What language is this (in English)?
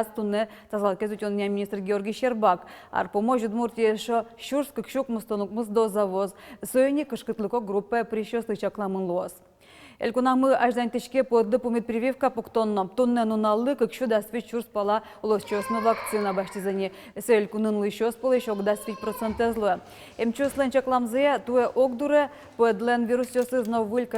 Udmurt